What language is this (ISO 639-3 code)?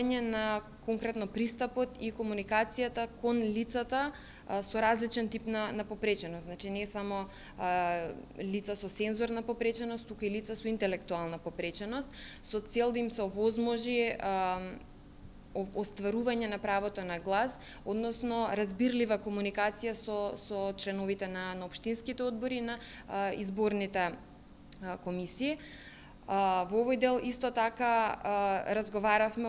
mkd